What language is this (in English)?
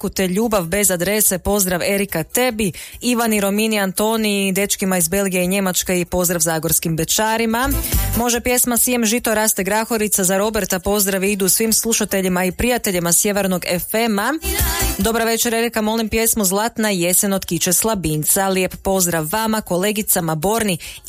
Croatian